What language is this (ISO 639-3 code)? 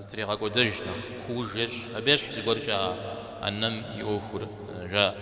kbd